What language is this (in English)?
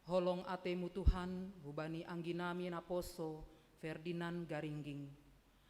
Batak Simalungun